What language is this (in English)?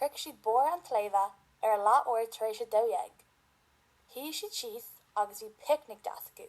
Irish